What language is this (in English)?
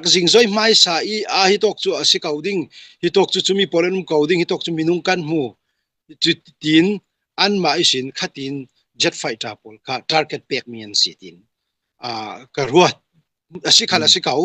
Falam Chin